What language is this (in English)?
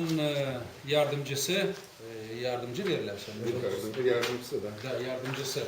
Gagauz